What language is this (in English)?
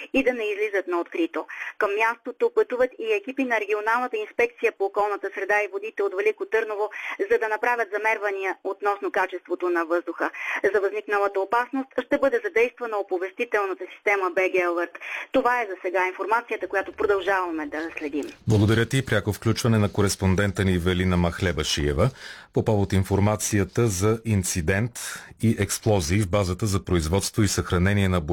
Bulgarian